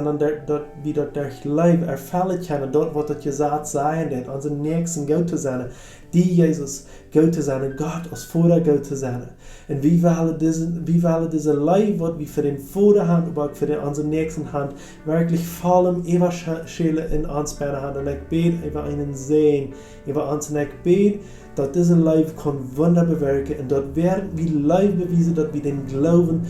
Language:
Plautdietsch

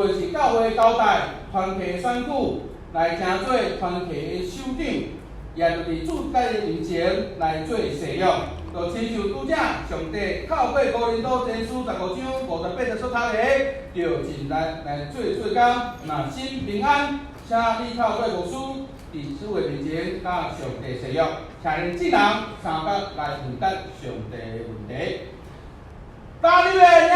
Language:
Min Nan Chinese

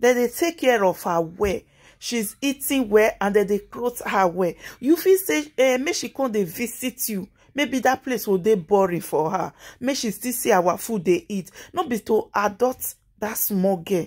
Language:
Nigerian Pidgin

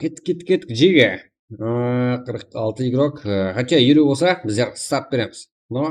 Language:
Kara-Kalpak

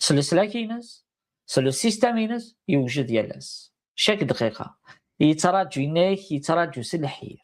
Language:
Kabyle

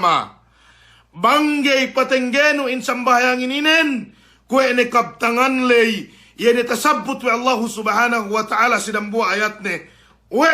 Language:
Yakan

